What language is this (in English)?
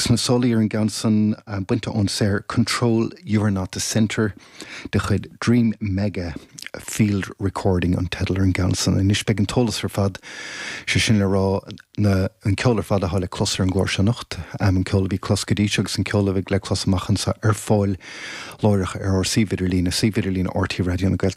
Irish